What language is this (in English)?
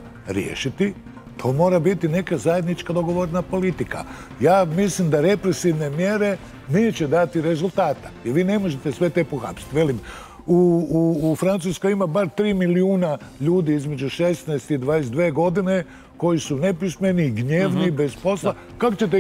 Croatian